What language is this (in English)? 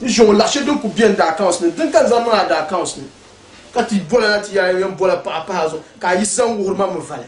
Dagbani